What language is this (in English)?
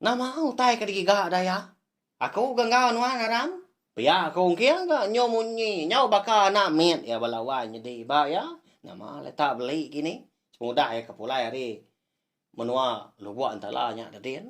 Iban